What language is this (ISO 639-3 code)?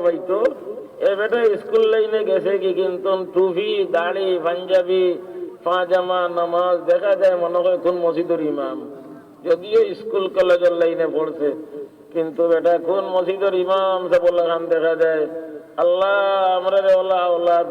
syl